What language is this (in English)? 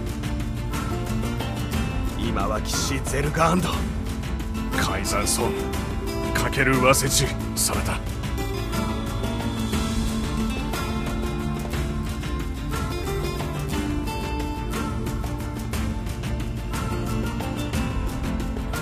Japanese